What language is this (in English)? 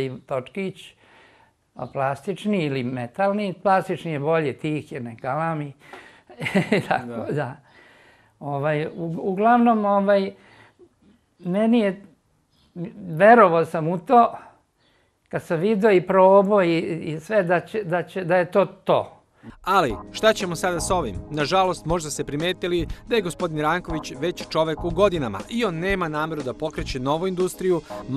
Serbian